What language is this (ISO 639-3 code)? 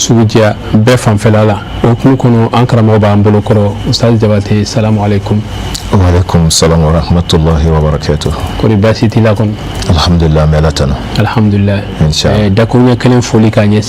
bam